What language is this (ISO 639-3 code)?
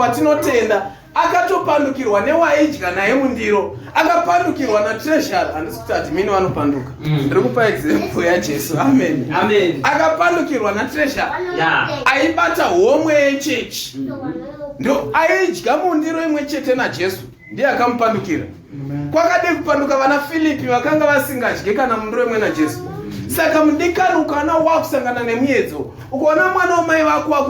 sna